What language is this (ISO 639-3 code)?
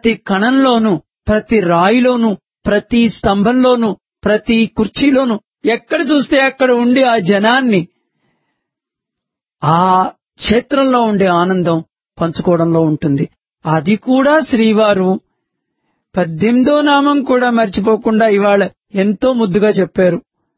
tel